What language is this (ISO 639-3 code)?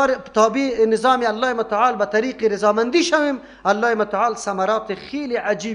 fas